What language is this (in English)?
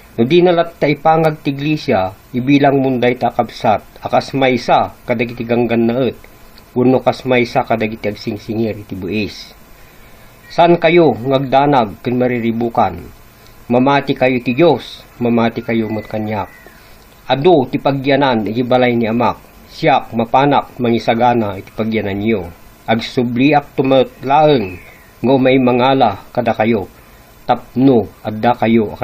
Iloko